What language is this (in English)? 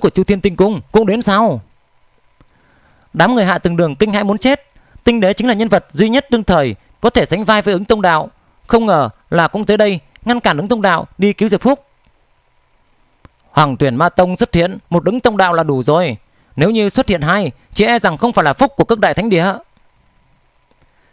Vietnamese